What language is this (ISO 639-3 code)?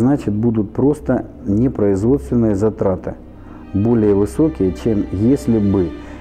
rus